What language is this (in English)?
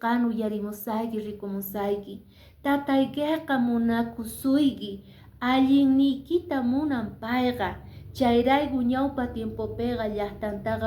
Quechua